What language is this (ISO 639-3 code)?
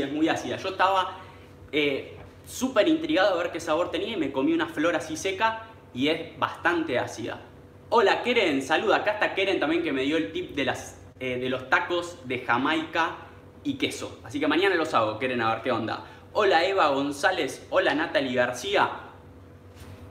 spa